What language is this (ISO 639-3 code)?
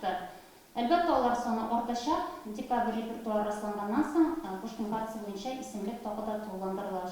tat